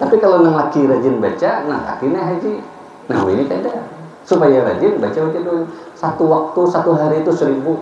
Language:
Banjar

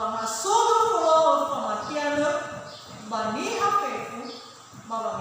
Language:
Nias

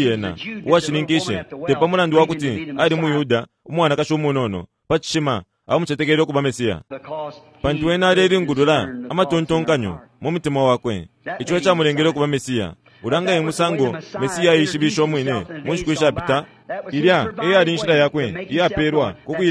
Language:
Bemba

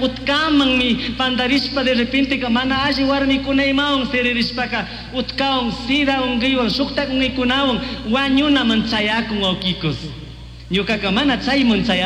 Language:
Chimborazo Highland Quichua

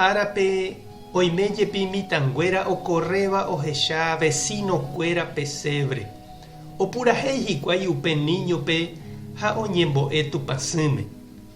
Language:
Guarani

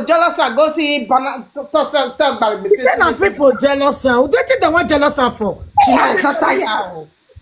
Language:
Nigerian Pidgin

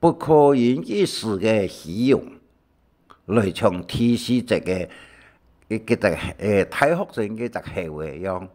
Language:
Hakka Chinese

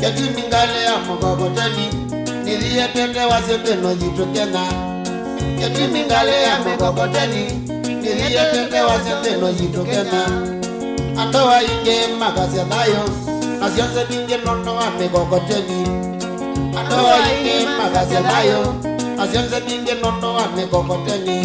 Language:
Kamba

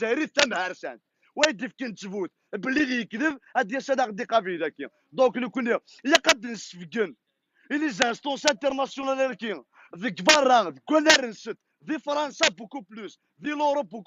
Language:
Kabyle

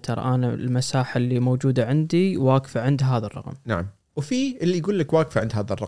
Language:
Gulf Arabic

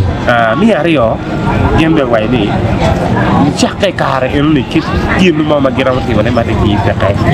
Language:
Acoli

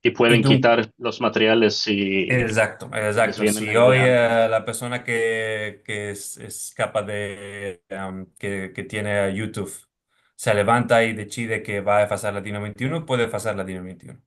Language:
Ladino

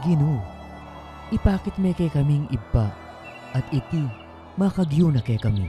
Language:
Pampanga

